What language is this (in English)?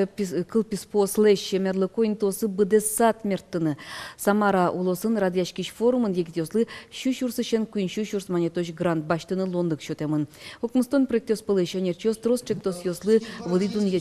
Udmurt